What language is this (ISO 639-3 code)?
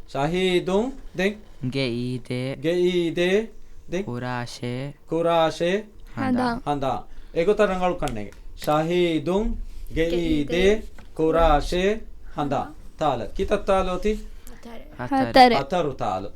div